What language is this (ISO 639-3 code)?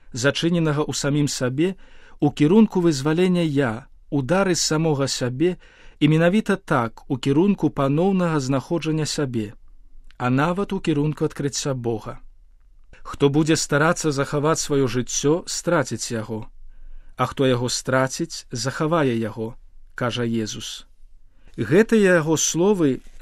bel